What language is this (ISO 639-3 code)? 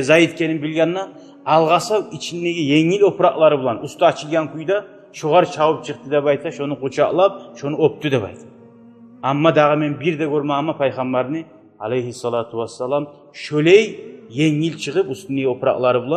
kum